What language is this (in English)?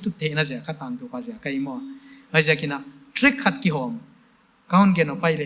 Paite Chin